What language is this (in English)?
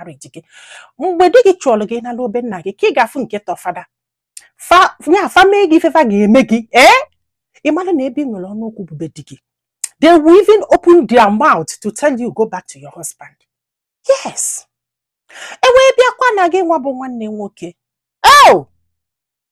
Igbo